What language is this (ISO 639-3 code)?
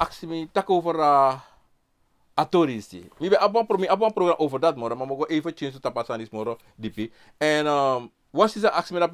srn